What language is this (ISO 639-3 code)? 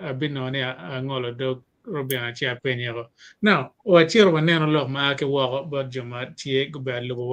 ach